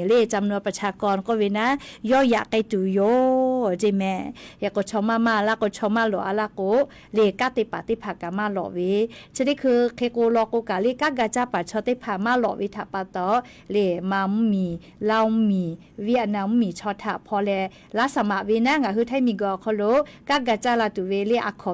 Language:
Lahu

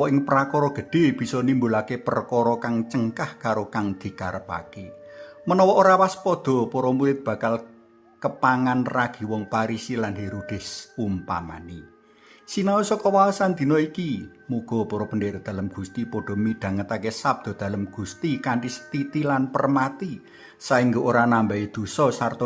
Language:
Javanese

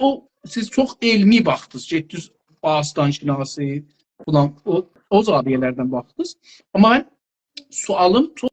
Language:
South Azerbaijani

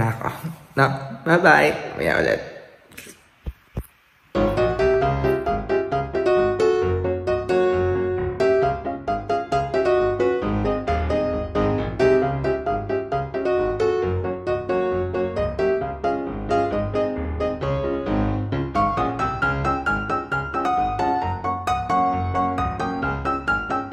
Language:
Filipino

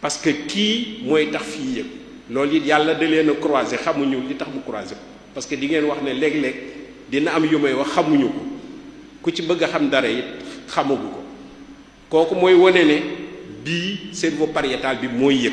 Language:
Wolof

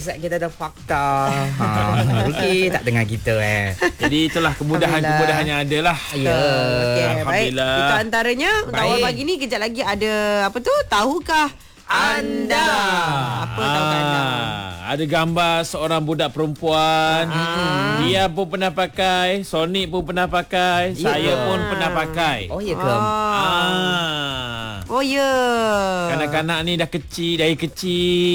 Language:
Malay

